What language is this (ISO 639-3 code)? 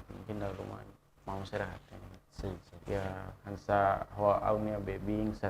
tet